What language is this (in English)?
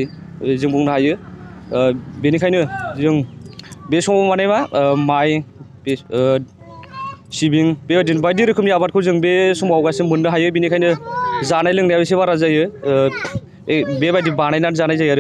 Bodo